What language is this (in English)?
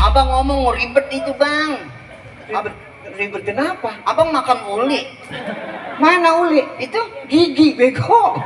Betawi